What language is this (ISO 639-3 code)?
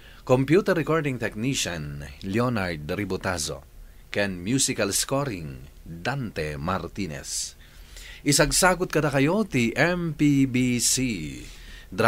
ilo